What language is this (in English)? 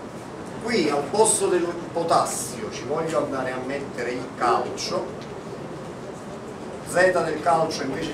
Italian